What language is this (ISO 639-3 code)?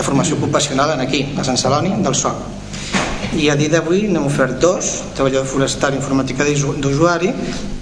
cat